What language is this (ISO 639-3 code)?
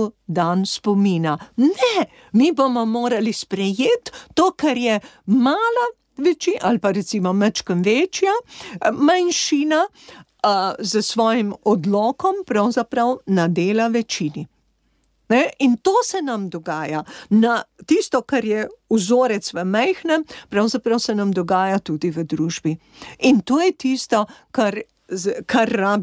slv